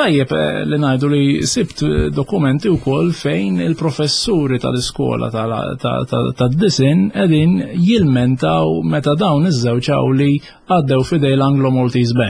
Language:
Maltese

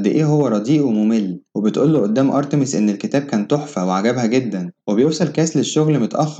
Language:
Egyptian Arabic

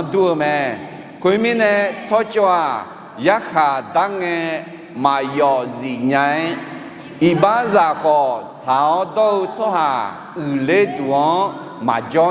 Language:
Akha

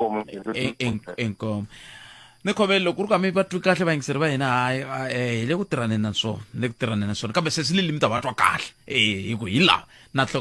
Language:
Tsonga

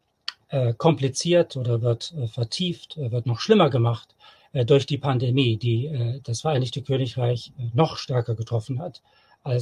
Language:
German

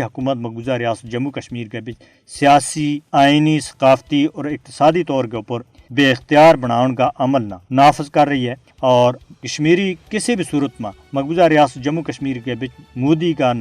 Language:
Gujari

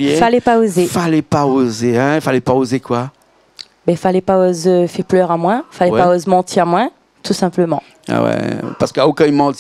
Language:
Réunion Creole French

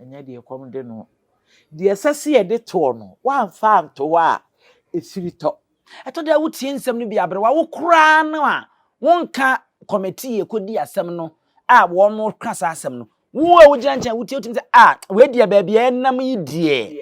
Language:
Akan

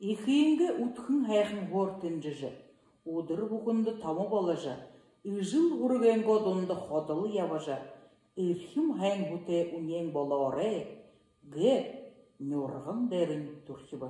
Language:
Buriat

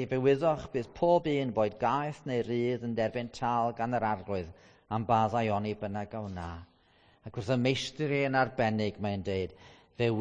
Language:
Welsh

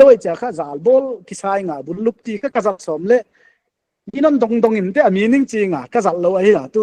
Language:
Paite Chin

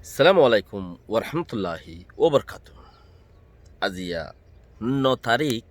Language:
Rohingya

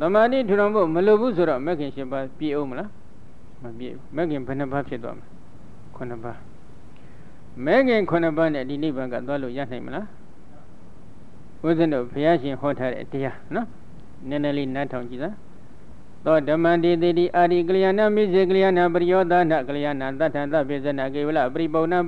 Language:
Burmese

